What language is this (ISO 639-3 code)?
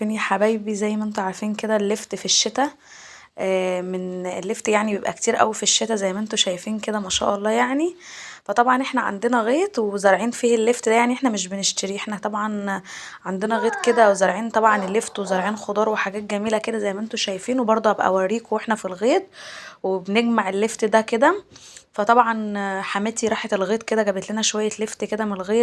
arz